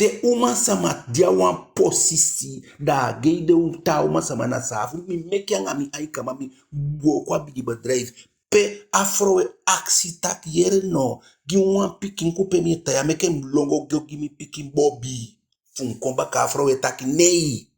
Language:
Eastern Maroon Creole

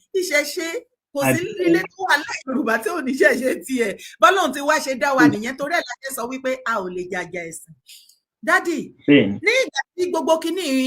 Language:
Yoruba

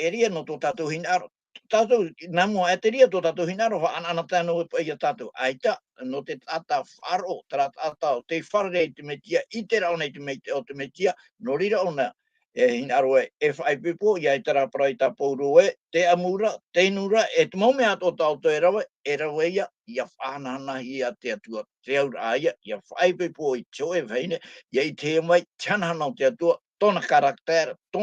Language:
Tahitian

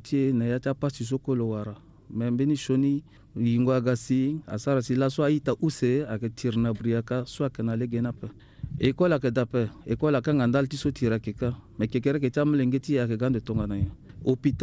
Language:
Sango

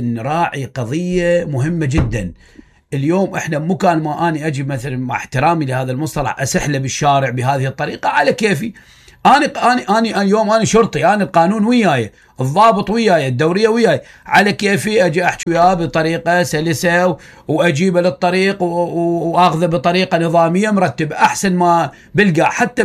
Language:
Mesopotamian Arabic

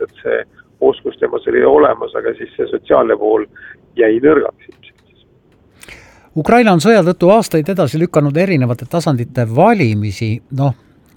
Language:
Estonian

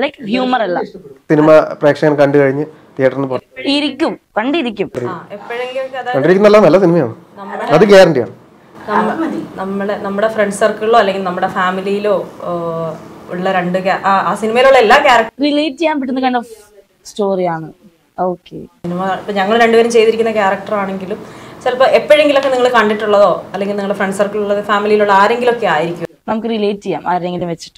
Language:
Malayalam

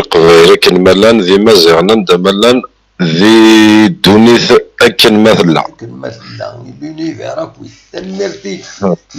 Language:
Kabyle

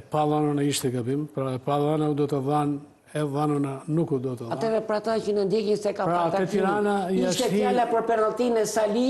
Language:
Albanian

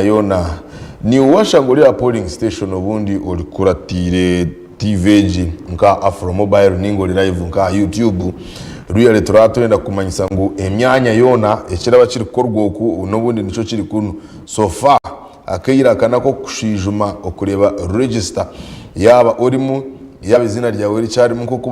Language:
Nyankole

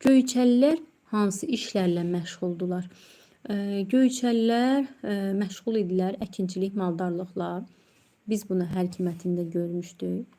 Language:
Azerbaijani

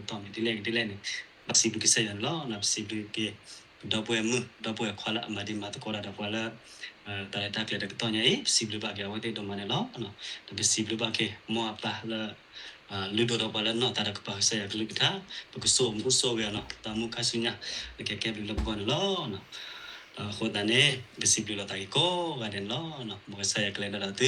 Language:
S'gaw Karen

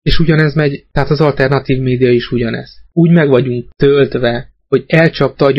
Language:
Hungarian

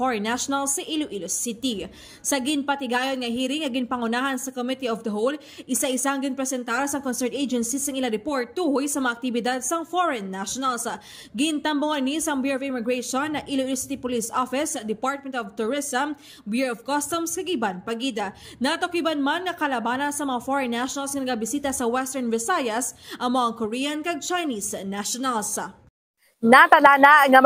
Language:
Hiligaynon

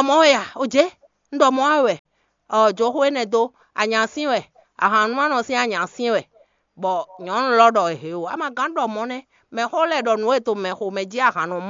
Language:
Fon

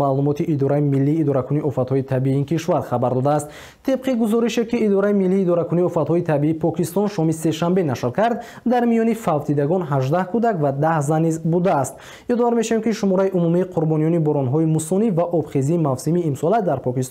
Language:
Tajik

